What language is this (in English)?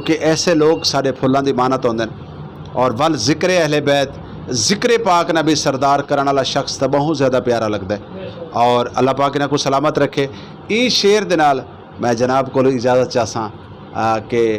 Saraiki